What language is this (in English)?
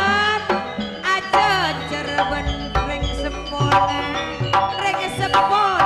Madurese